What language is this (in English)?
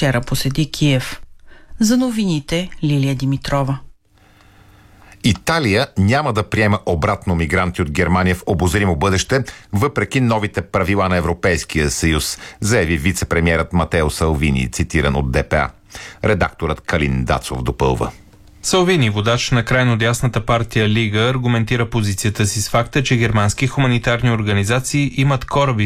Bulgarian